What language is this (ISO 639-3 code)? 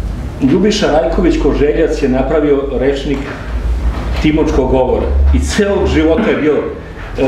srp